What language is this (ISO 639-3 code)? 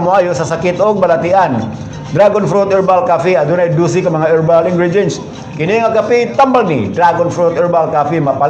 ceb